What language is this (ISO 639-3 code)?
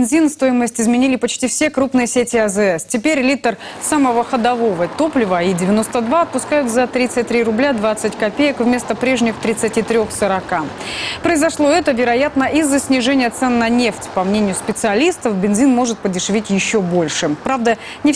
rus